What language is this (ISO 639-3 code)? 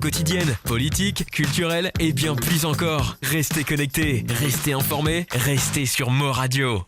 mfe